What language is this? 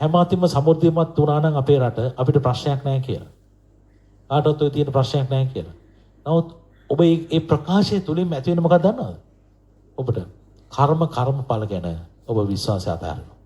Sinhala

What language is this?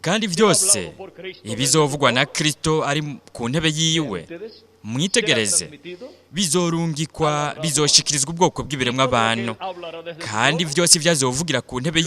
Rundi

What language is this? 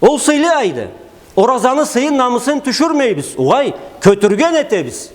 Karachay-Balkar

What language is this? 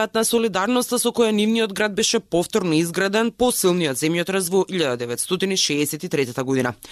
Macedonian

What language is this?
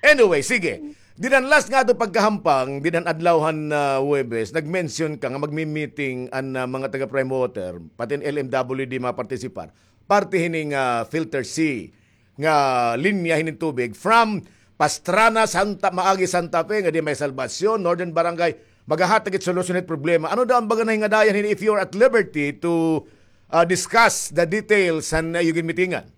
Waray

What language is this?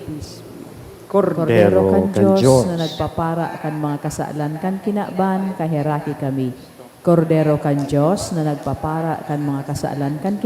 Bikol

